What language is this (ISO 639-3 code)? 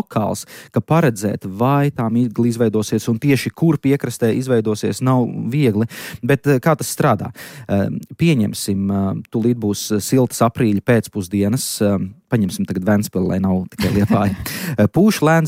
lav